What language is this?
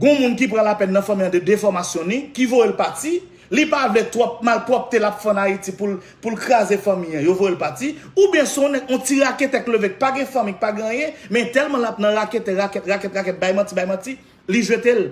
Haitian Creole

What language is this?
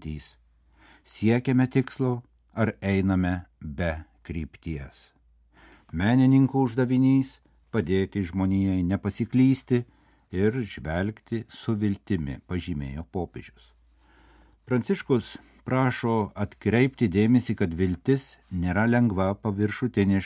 Lithuanian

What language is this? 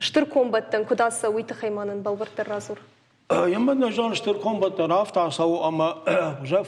Ossetic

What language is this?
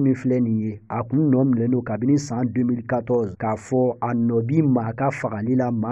Bambara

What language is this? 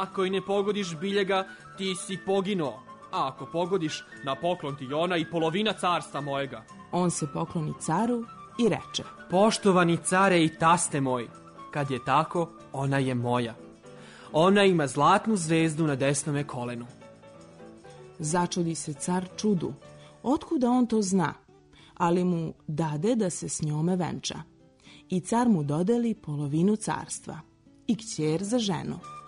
Serbian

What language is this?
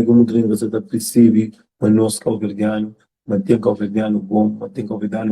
Kabuverdianu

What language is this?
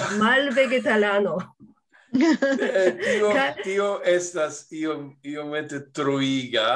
Esperanto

